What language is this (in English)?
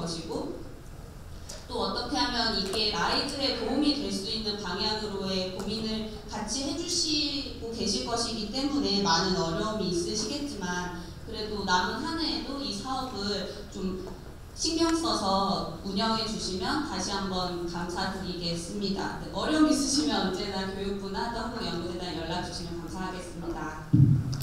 Korean